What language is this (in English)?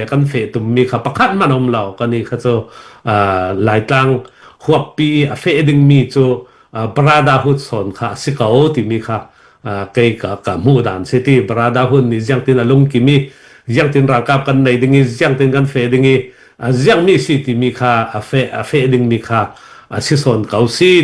Falam Chin